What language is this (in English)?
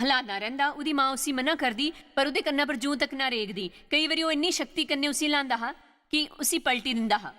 Dogri